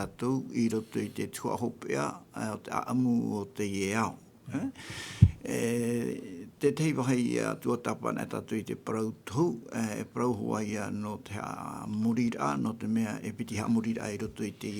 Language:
Tahitian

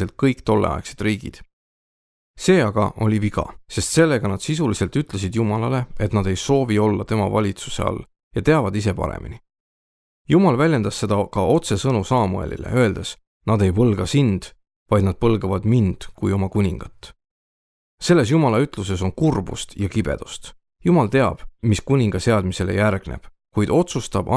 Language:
Estonian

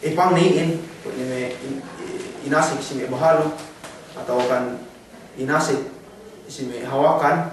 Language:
Yakan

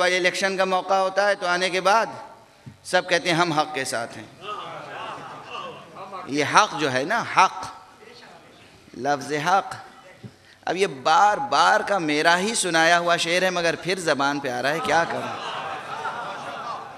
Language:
Urdu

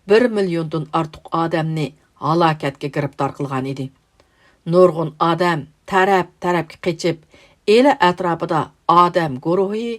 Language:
Uyghur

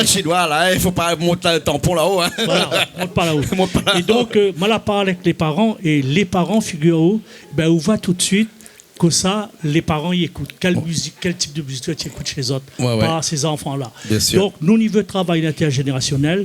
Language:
Réunion Creole French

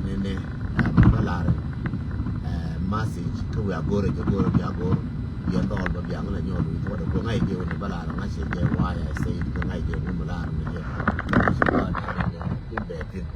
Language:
Nuer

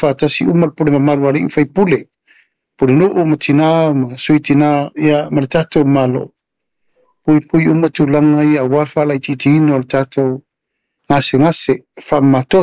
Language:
Samoan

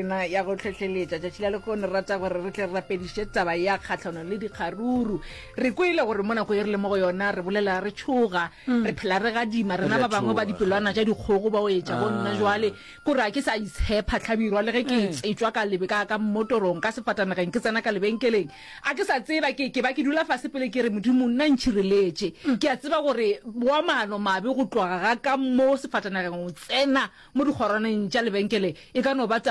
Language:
Northern Sotho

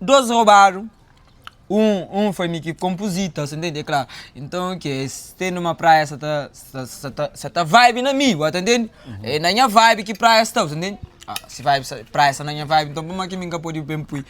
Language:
Kabuverdianu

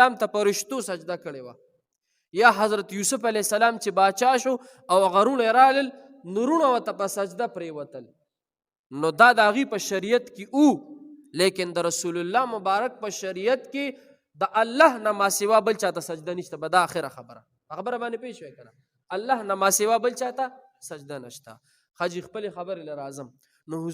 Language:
Pashto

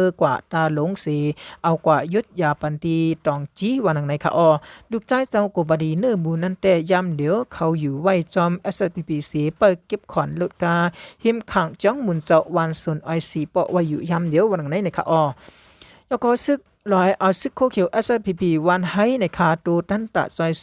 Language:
Shan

